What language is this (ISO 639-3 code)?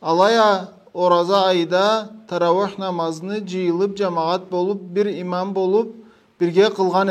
krc